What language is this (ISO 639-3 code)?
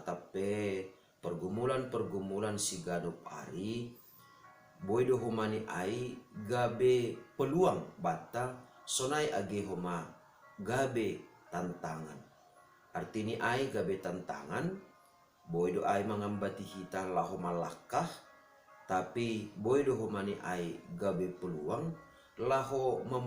bts